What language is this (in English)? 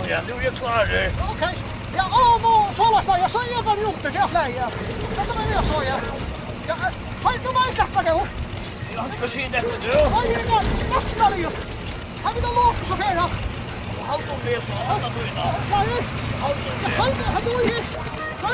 Faroese